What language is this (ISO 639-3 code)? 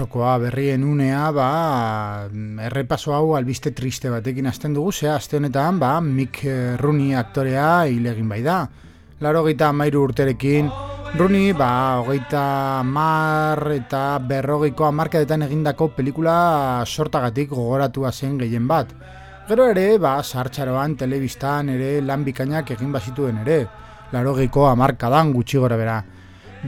eus